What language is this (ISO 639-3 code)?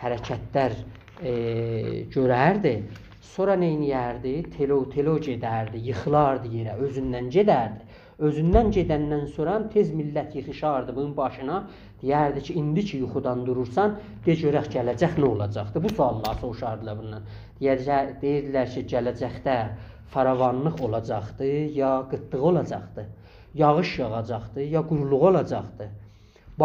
azb